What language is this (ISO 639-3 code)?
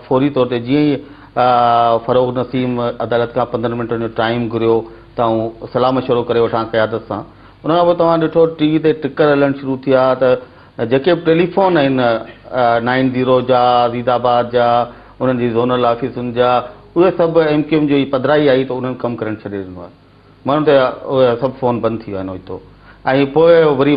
snd